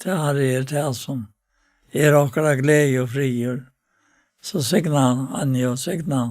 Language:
Faroese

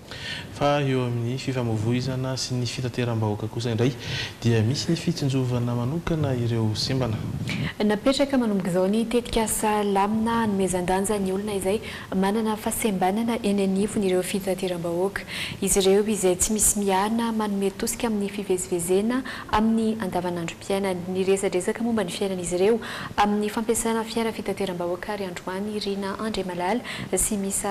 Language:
Malagasy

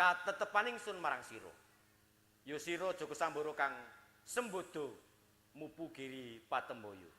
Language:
Javanese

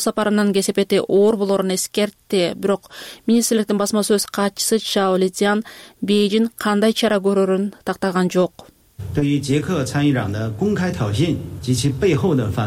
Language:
Kyrgyz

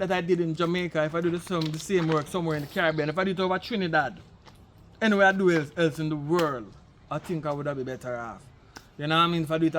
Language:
Jamaican Creole English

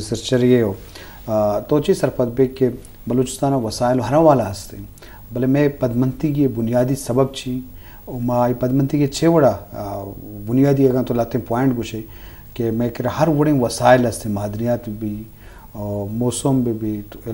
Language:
Eastern Balochi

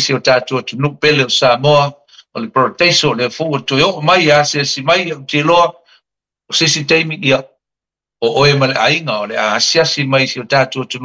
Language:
Samoan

